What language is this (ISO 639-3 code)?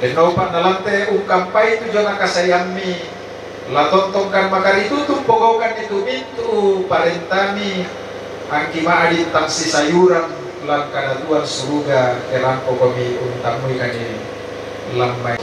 sda